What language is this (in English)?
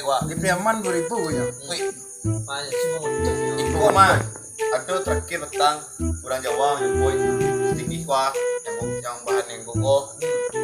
Minangkabau